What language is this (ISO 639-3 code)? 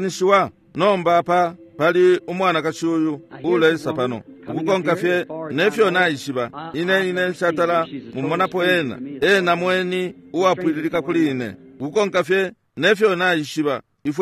bem